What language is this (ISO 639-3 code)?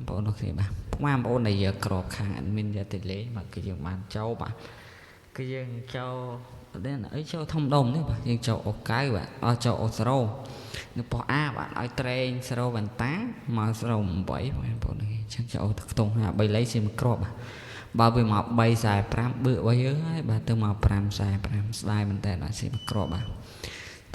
khm